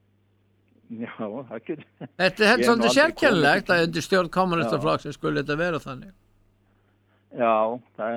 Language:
Icelandic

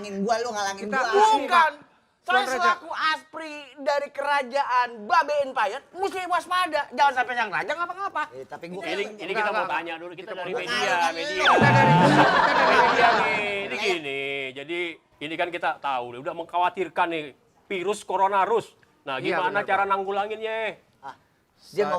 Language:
Betawi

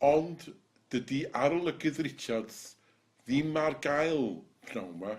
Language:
Welsh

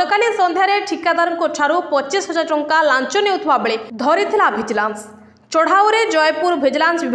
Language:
Odia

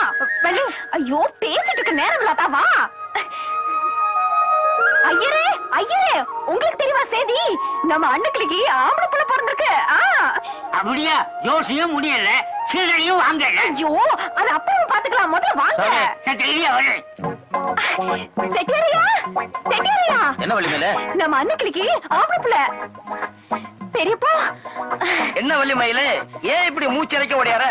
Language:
Tamil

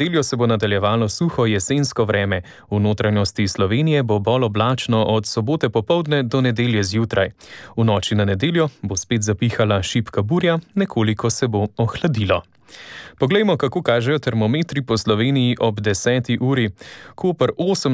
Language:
Slovenian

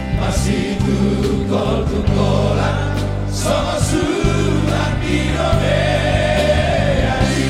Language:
Batak Toba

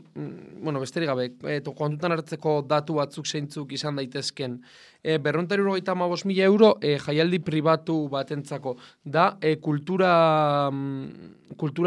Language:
Basque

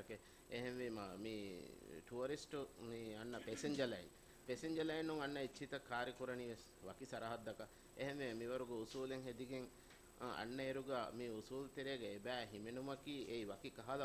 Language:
Divehi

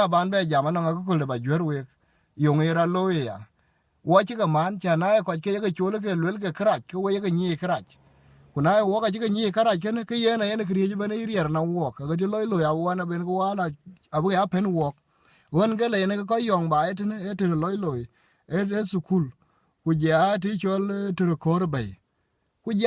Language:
Dinka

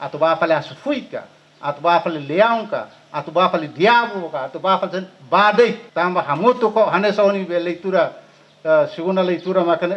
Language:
Tetum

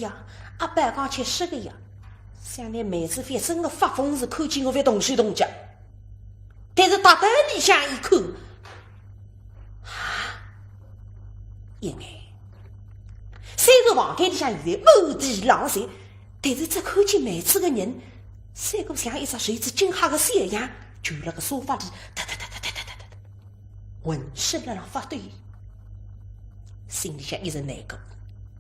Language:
Wu Chinese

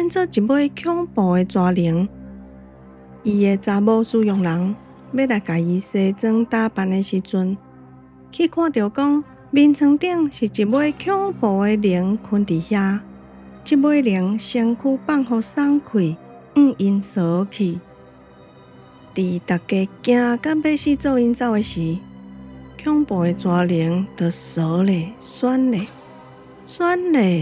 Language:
Min Nan Chinese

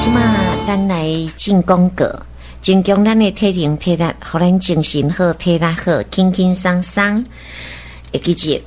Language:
Min Nan Chinese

